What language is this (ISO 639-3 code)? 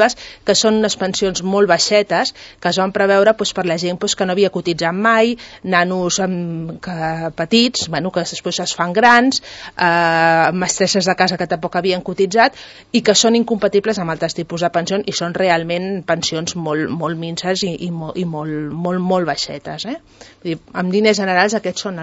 cat